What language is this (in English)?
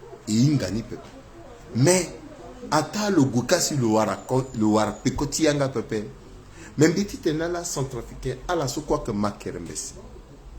Sango